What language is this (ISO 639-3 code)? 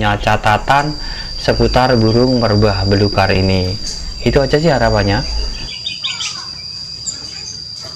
ind